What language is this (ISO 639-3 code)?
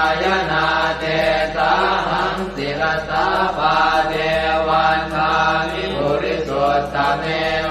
pli